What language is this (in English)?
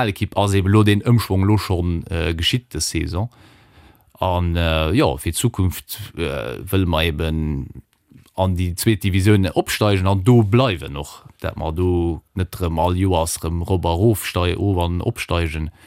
Luxembourgish